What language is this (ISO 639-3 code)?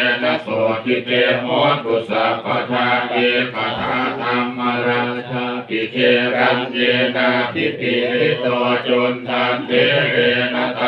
pli